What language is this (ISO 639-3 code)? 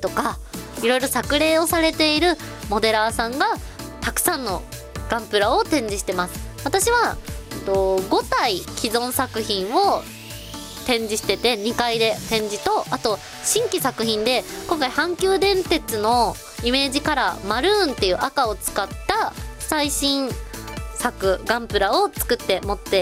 jpn